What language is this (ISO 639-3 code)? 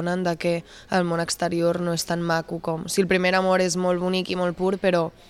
cat